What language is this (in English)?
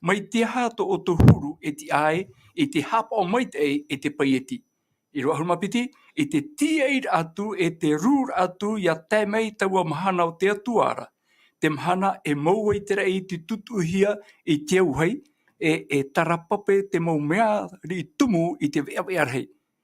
Tahitian